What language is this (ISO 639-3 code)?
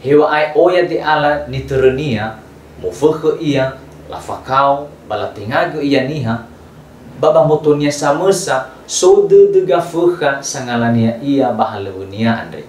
nia